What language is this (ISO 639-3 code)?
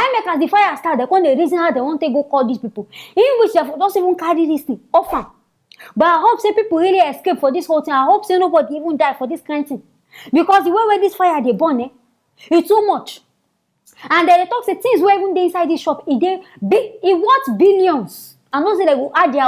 pcm